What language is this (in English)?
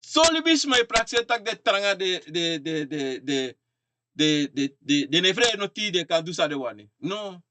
Sranan Tongo